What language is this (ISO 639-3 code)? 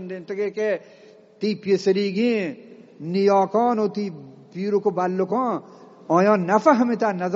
bgp